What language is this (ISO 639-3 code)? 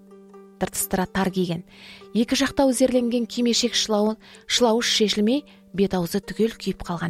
kaz